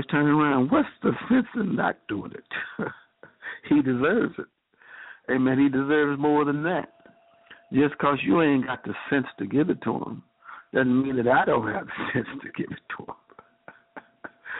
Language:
English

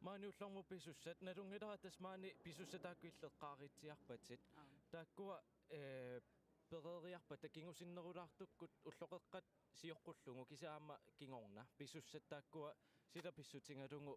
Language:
Kalaallisut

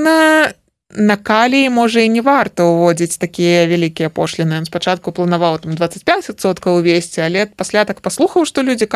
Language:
Belarusian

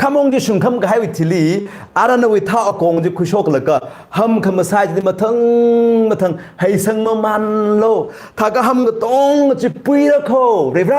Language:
Tangkhul Naga (India)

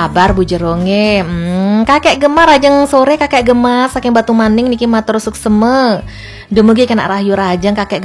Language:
Balinese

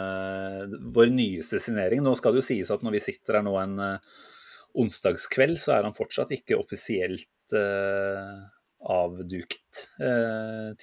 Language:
Norwegian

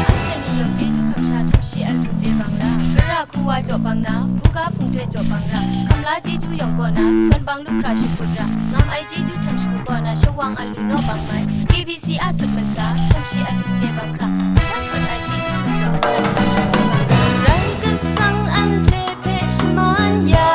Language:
Kachin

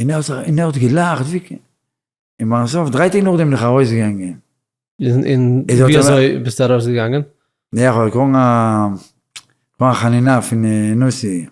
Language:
Yiddish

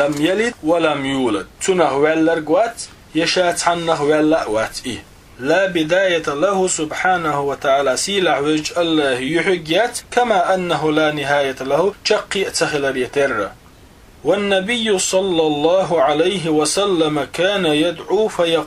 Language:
Chechen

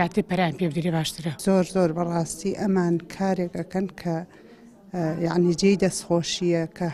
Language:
Central Kurdish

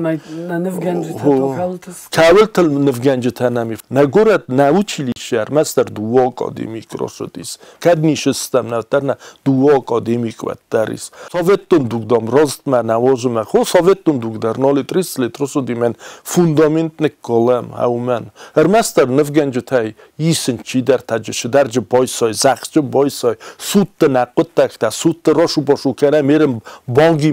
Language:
Ossetic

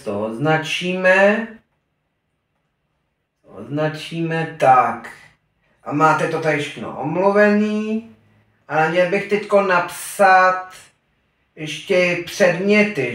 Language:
Czech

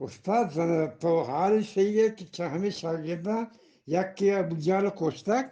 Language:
Eastern Balochi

